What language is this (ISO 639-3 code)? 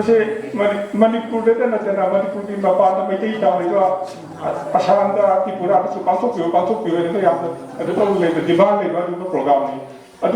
mni